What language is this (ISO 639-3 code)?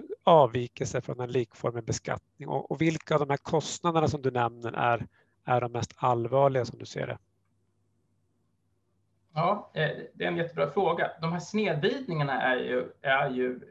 swe